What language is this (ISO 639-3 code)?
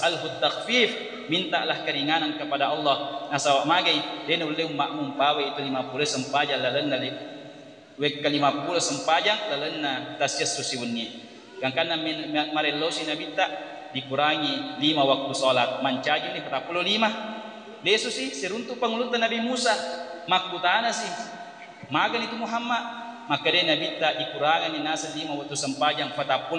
bug